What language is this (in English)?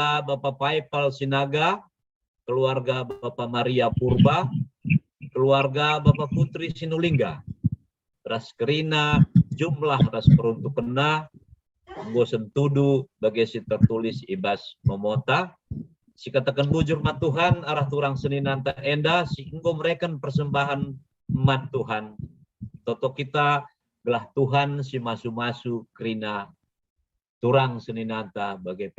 Batak Karo